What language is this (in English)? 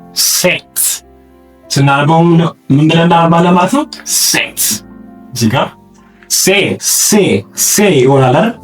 Amharic